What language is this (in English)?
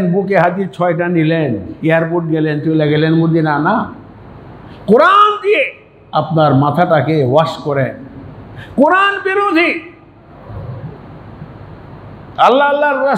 Bangla